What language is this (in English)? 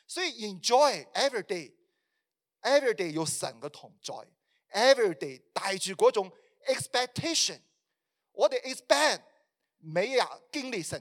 Cantonese